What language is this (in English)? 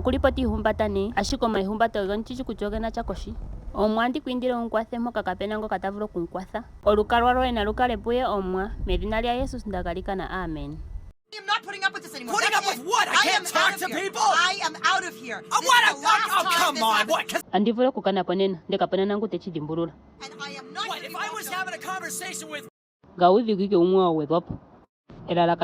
Ndonga